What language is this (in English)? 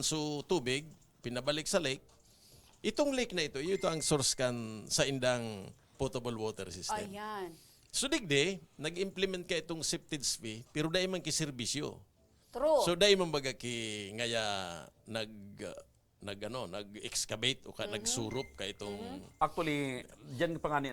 Bikol